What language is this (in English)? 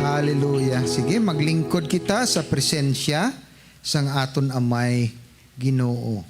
Hiligaynon